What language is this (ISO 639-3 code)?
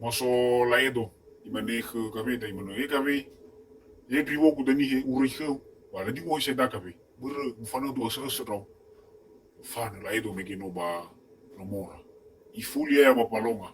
nia